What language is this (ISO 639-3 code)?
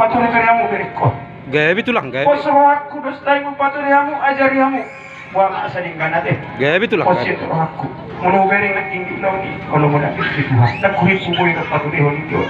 bbc